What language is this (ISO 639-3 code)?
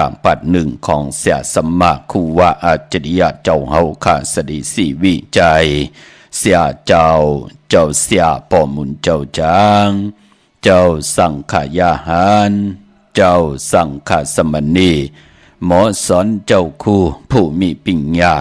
shn